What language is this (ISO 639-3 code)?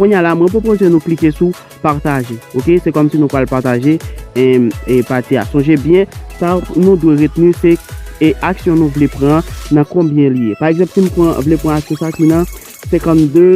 hat